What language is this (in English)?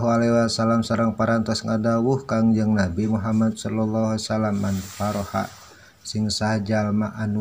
Sundanese